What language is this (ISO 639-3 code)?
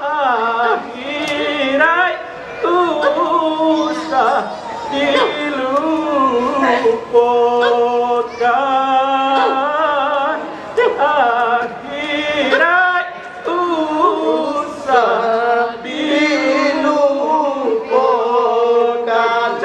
min